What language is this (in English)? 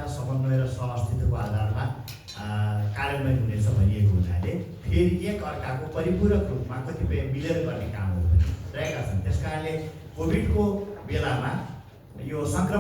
Nepali